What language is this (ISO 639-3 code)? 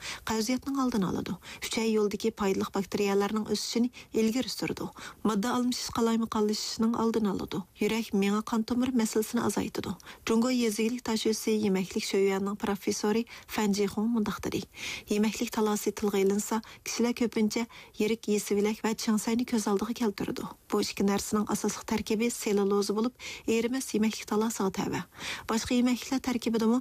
uig